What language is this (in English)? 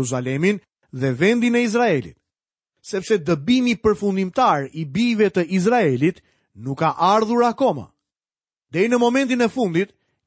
Albanian